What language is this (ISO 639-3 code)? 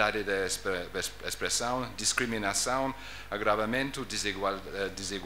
tet